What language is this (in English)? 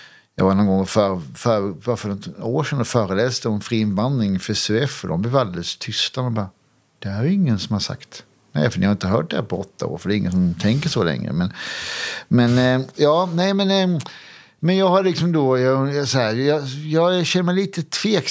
Swedish